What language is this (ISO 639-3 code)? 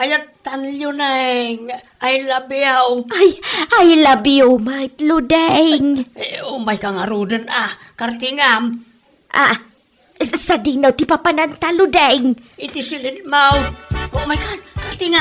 ilo